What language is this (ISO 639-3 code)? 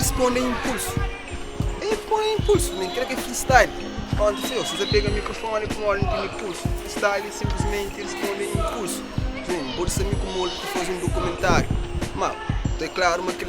kea